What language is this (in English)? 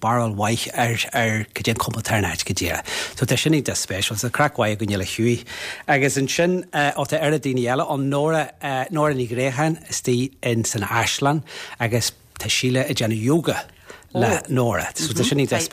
Irish